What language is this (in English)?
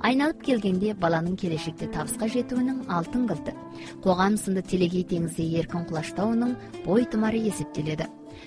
Kazakh